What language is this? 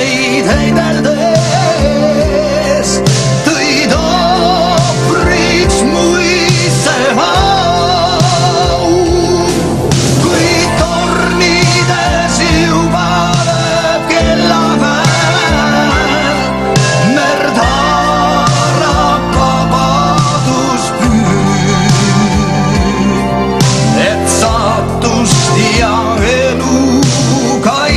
Estonian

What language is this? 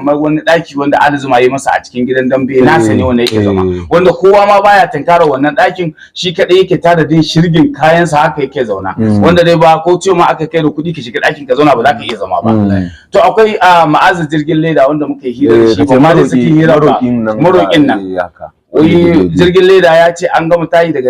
Hausa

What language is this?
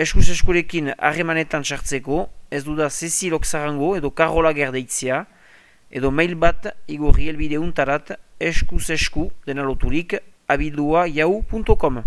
Basque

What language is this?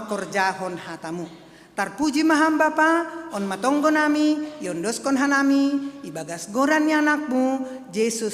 Batak Simalungun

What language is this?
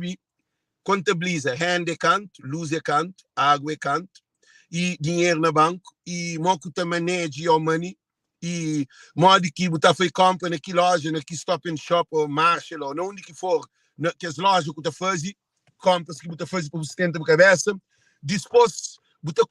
Kabuverdianu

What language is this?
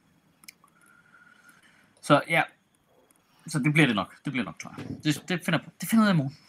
Danish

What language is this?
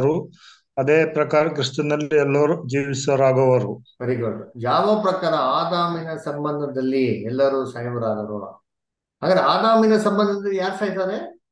Kannada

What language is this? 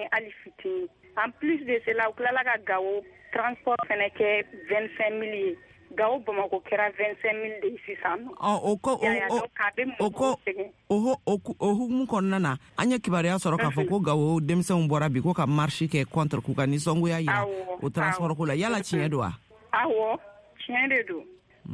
Bambara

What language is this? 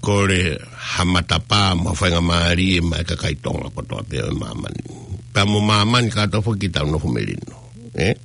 Tongan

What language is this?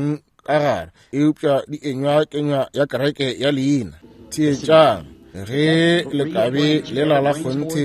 Northern Sotho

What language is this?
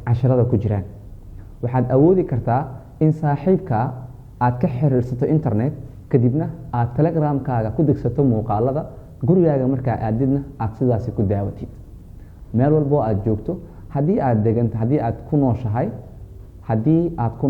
Somali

